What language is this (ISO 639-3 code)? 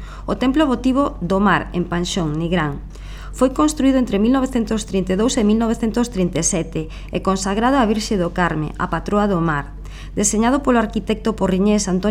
glg